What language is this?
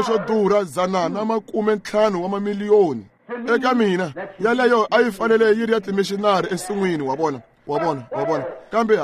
Tsonga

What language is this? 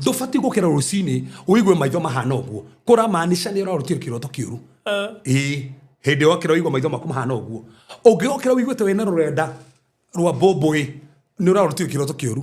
Kikuyu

